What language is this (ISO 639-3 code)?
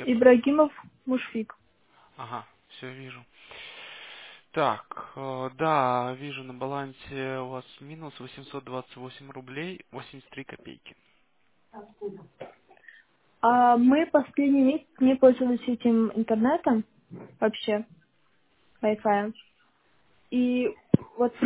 rus